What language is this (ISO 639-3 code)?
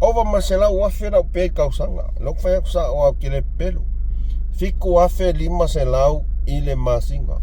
smo